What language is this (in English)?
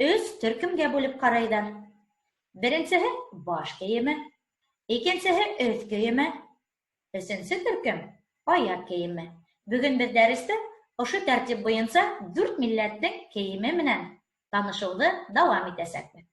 Bashkir